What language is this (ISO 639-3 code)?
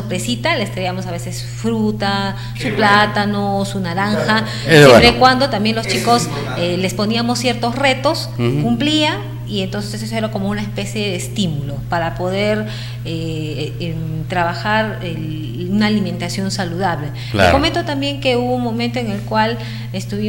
spa